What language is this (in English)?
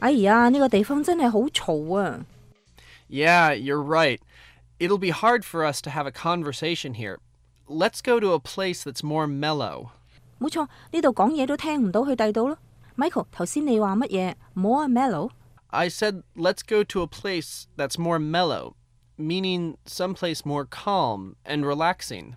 Cantonese